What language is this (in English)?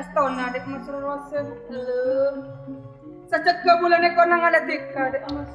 Madurese